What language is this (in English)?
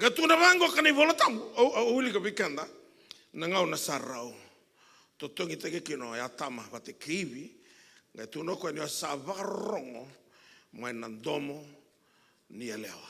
Fijian